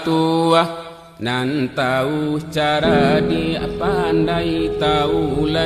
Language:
Minangkabau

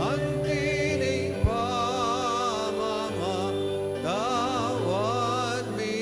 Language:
Pampanga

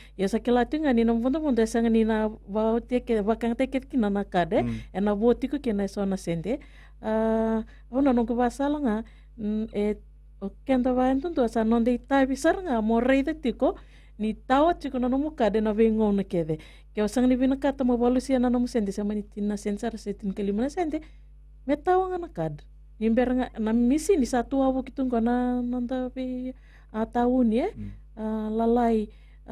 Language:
Fijian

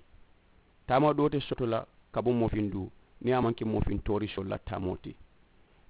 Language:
Mandingo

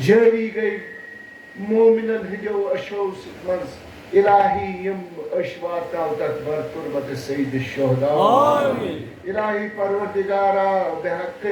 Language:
Kashmiri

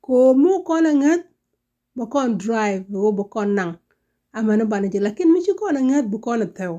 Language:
Nuer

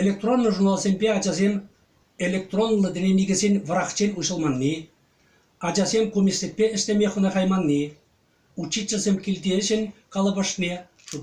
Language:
Chuvash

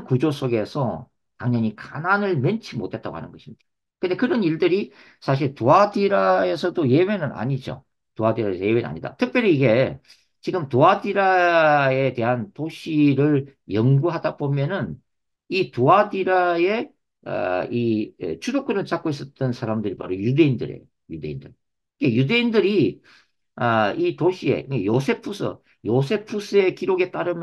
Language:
Korean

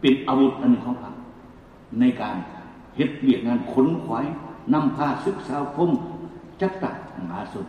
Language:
Lao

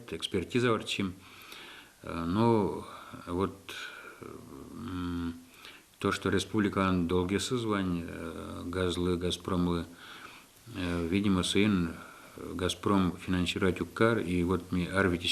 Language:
Udmurt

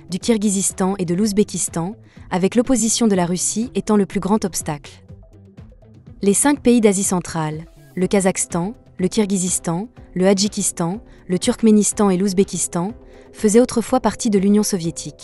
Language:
French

